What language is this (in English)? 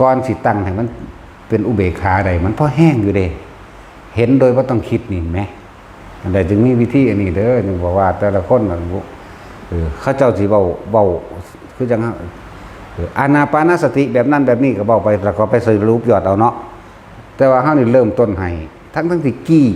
Northeastern Thai